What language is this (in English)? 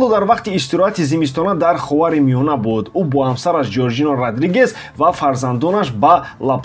Tajik